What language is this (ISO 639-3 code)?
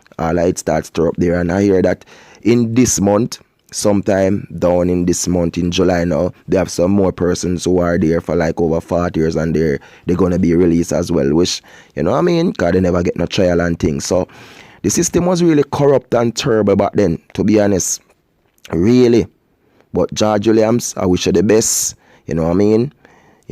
jam